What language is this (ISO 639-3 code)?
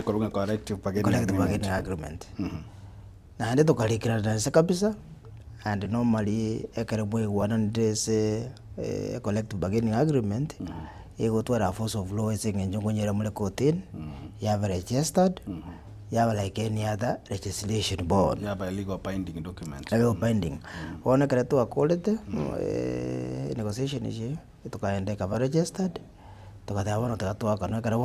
guz